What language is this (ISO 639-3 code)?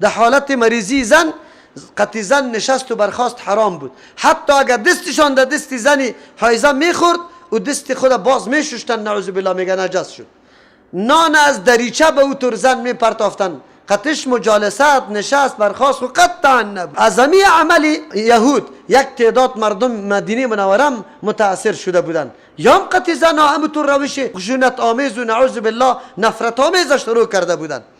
fas